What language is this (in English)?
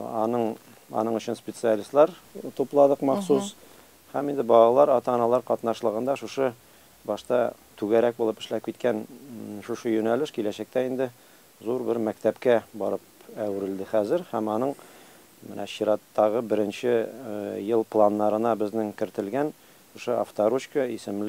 Tatar